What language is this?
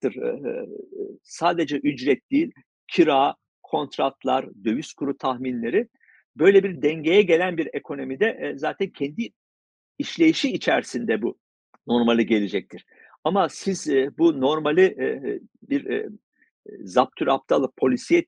Turkish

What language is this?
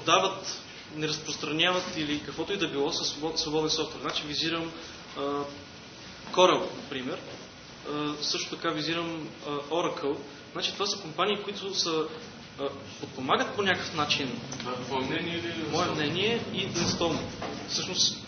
Bulgarian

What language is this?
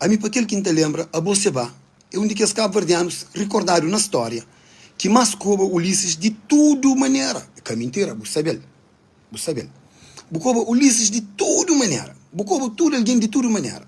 Kabuverdianu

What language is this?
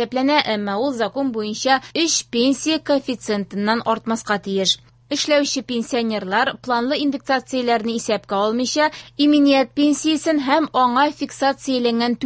Tatar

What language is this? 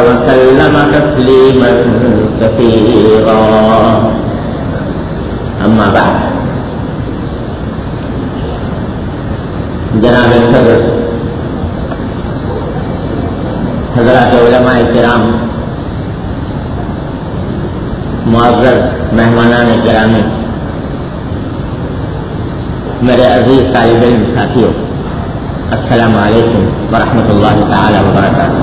Urdu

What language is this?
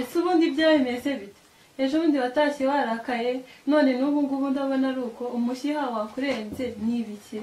Kinyarwanda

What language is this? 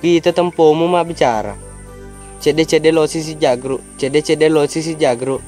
Buginese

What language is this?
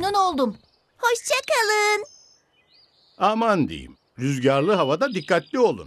Turkish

